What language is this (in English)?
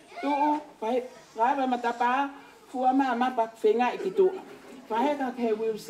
Tongan